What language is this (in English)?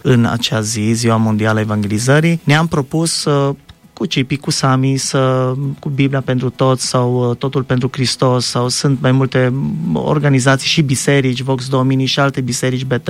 Romanian